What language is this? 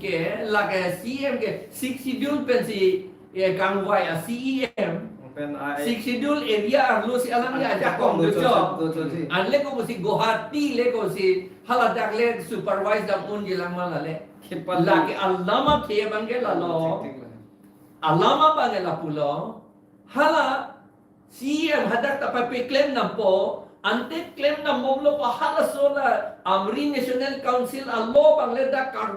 Karbi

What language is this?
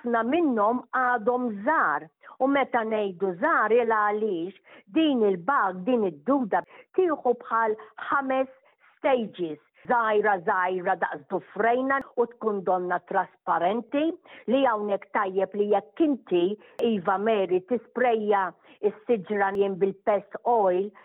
Maltese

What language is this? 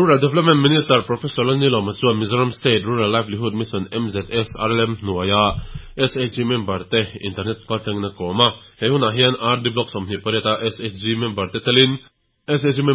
Mizo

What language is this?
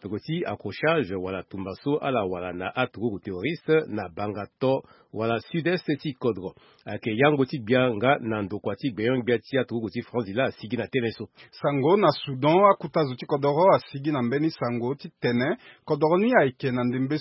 Sango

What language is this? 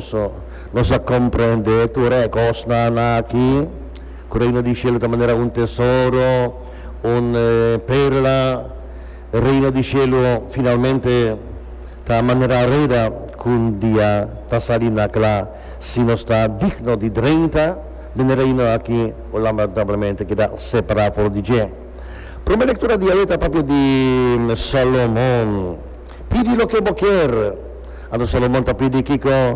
Papiamento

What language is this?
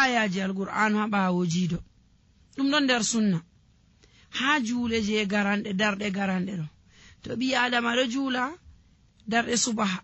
Nigerian Fulfulde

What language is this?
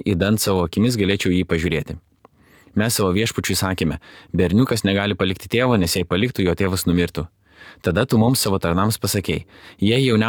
Lithuanian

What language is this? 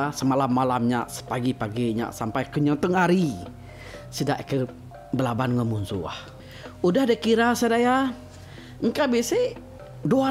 Iban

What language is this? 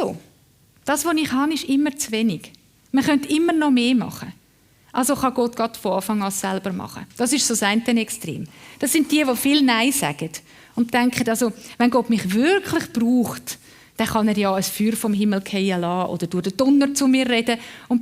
Swiss German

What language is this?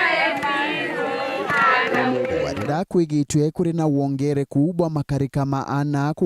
Meru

